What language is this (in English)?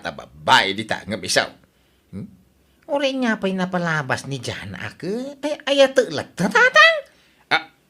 Iloko